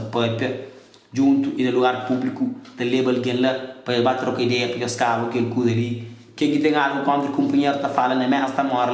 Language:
Kabuverdianu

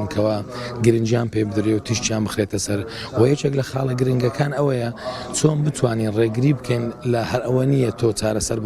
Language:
Central Kurdish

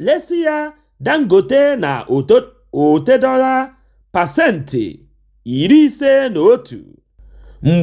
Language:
Igbo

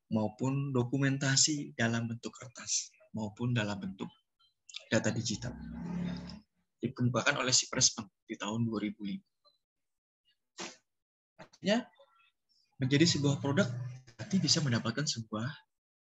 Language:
Indonesian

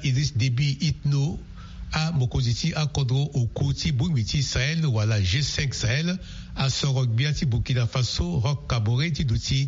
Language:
Sango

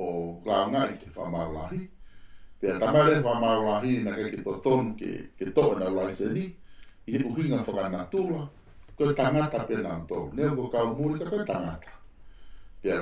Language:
Tongan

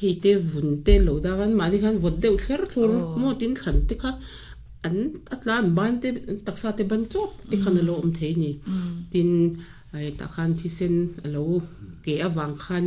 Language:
Mizo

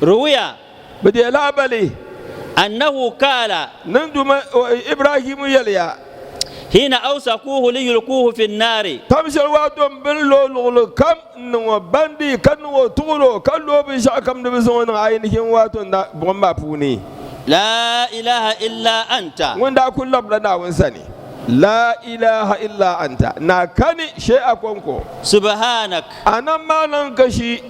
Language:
Dagbani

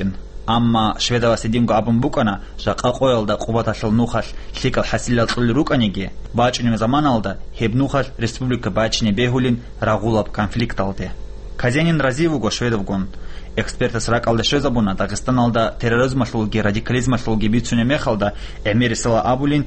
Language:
Avaric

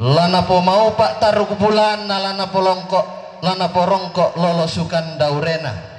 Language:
Toraja-Sa'dan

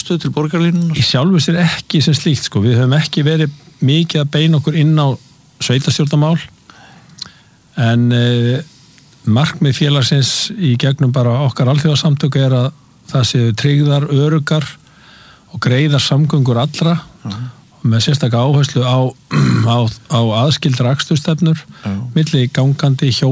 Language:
Icelandic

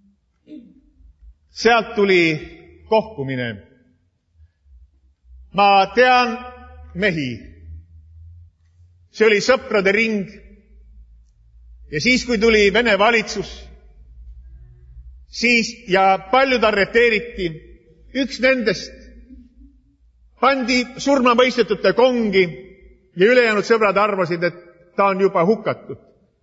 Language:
Estonian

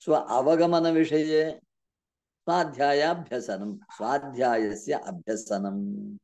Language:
Sanskrit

